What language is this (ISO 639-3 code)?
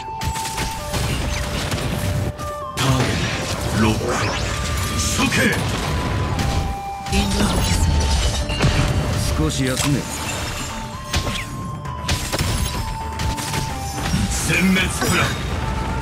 jpn